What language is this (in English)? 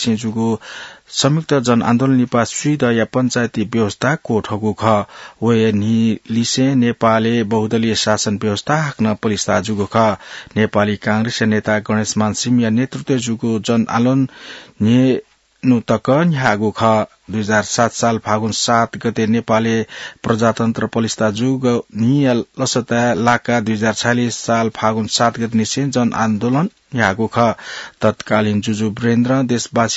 Newari